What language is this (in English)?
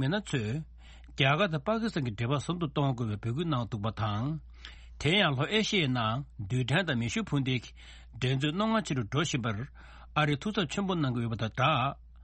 Tibetan